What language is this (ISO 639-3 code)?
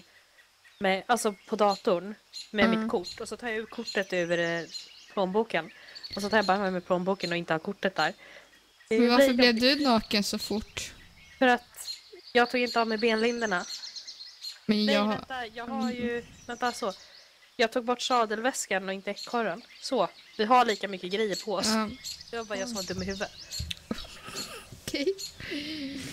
swe